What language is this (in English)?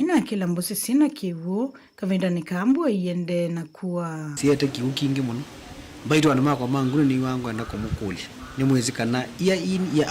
Kamba